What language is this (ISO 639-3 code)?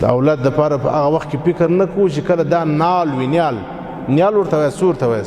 pus